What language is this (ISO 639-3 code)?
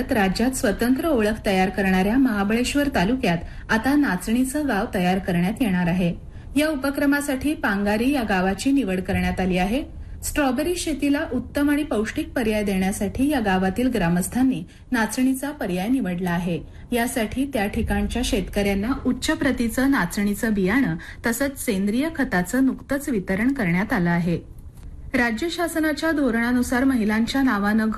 mar